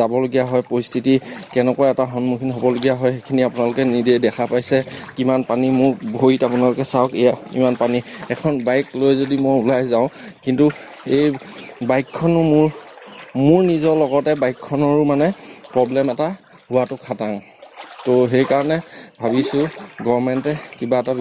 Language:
Assamese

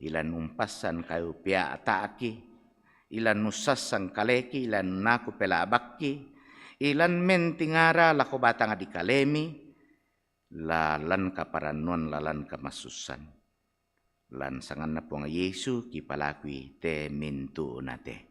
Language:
Toraja-Sa'dan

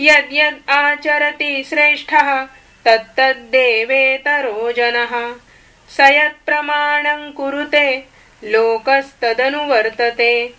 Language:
Sanskrit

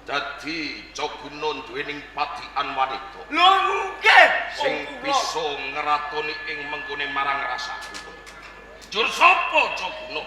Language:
Javanese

